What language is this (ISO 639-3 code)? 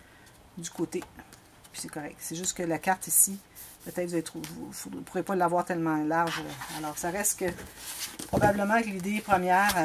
fra